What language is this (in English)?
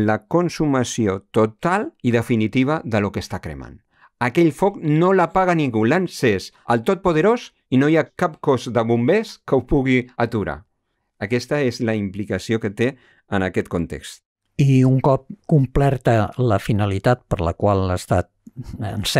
Catalan